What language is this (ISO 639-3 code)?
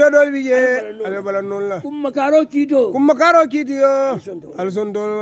hau